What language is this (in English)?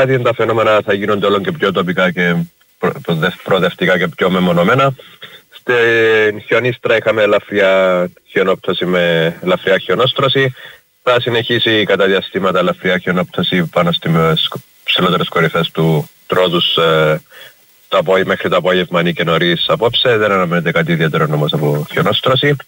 Greek